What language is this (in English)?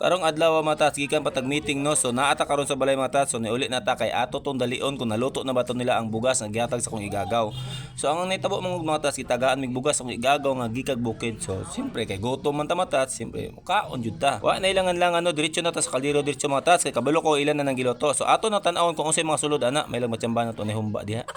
Cebuano